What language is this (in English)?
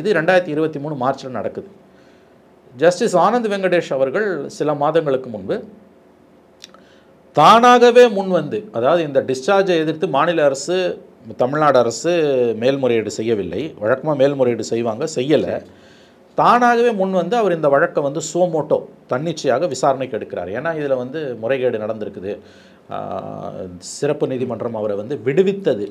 Tamil